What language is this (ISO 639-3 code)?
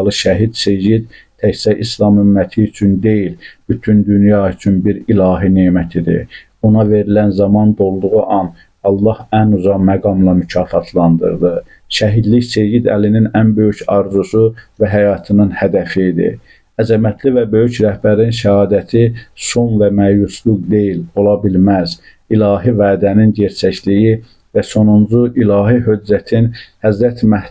aze